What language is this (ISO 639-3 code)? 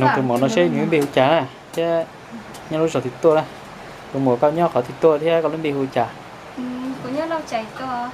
hmn